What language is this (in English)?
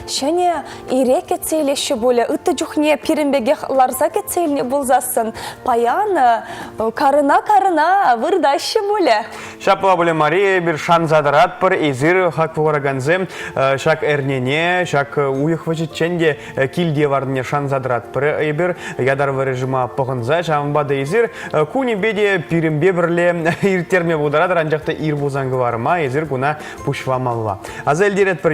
Chuvash